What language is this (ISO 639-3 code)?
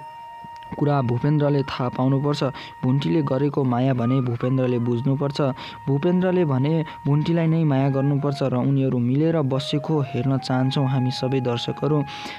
nep